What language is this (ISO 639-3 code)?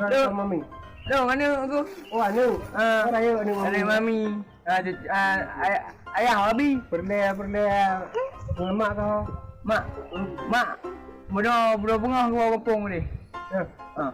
ace